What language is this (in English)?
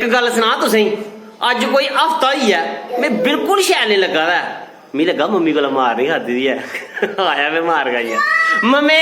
Dogri